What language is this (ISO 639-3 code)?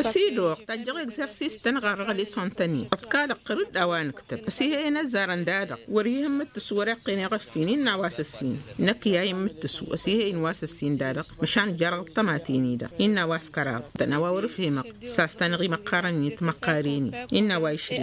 taq